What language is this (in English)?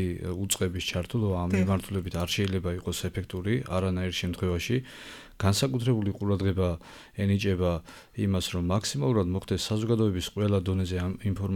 Georgian